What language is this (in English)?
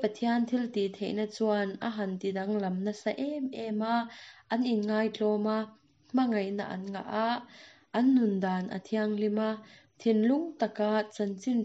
Mizo